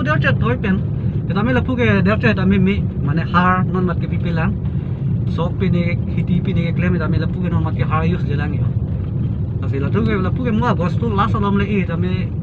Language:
Karbi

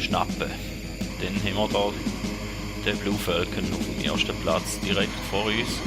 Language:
Swiss German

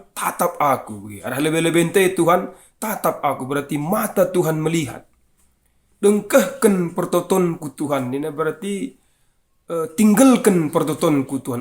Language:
Batak Karo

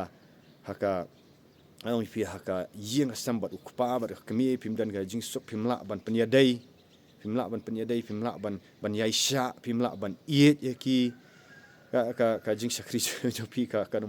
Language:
Khasi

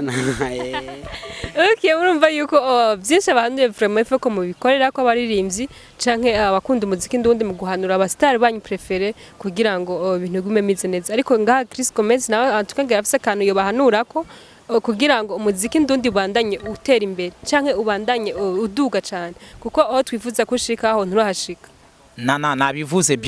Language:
Rundi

